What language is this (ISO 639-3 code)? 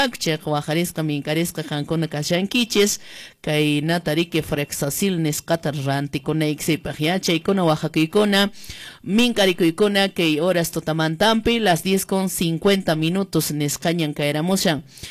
que